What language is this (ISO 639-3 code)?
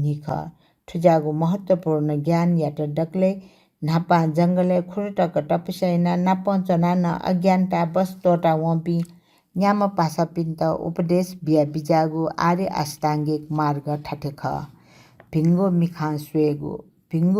new